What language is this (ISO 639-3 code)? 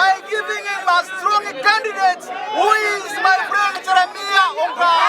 guz